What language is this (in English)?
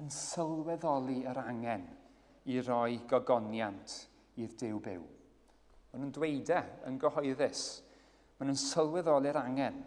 Welsh